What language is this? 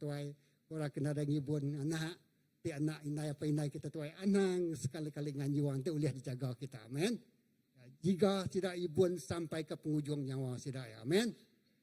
Iban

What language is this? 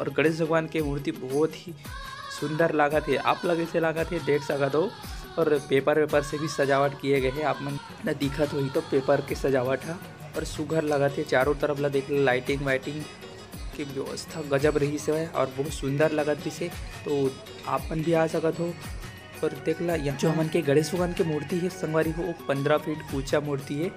Chhattisgarhi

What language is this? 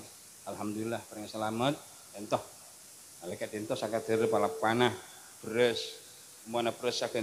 Madurese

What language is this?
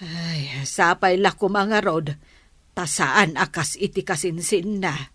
Iloko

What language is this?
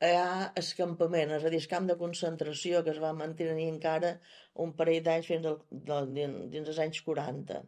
Catalan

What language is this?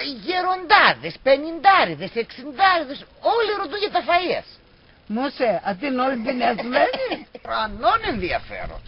Pontic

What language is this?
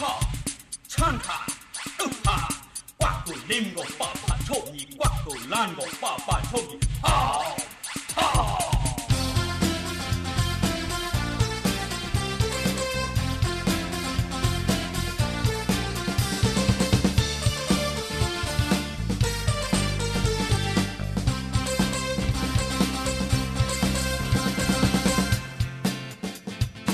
Thai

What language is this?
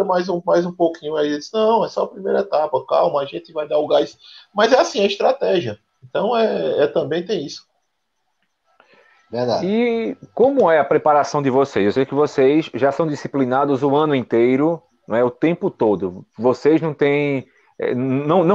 Portuguese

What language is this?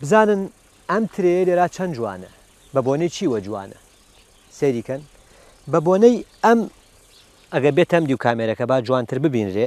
Central Kurdish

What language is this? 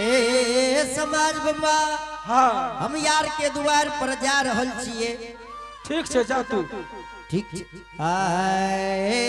Angika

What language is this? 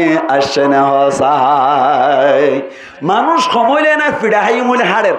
Rohingya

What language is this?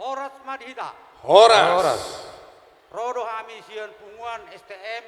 Batak Toba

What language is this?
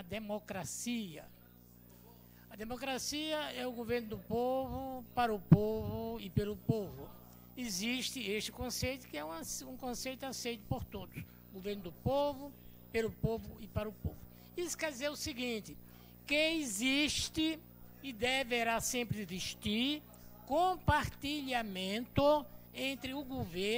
Portuguese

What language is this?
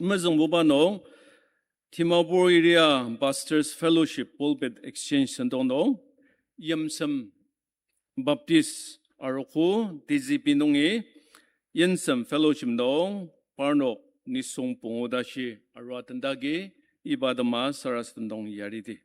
Ao Naga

